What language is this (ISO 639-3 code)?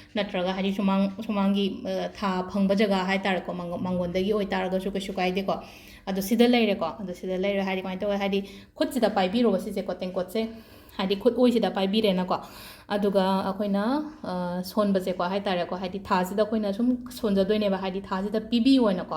mni